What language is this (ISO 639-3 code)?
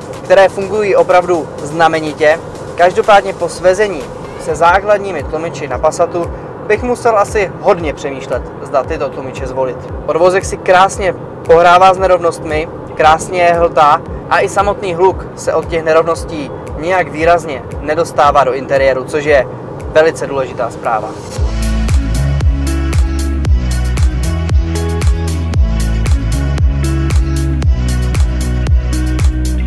ces